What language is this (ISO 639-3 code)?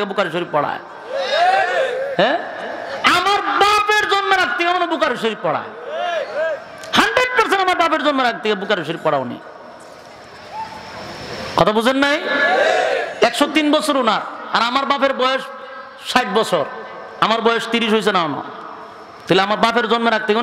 ben